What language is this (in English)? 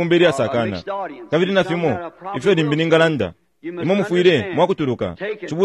Bemba